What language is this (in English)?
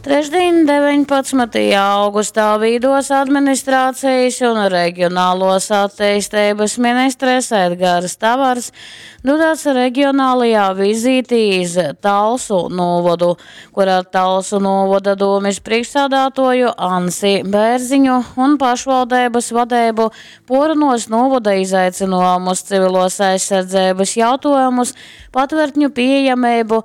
Latgalian